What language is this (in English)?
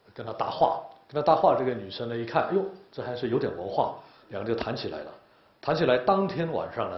Chinese